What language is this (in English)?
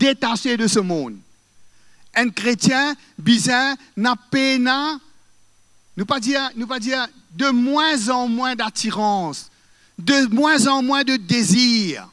Morisyen